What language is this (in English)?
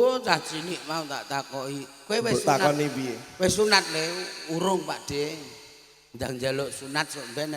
Javanese